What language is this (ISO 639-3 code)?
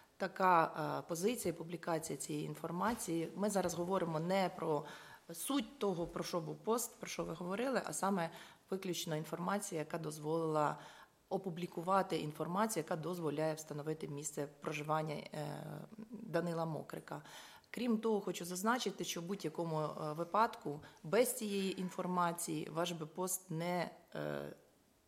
ukr